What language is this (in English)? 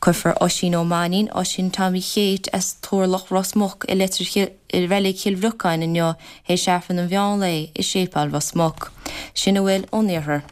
Irish